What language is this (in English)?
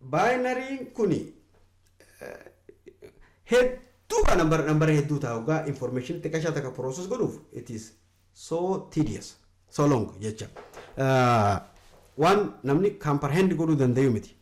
Oromo